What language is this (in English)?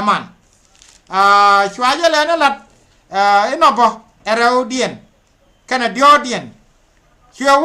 Nuer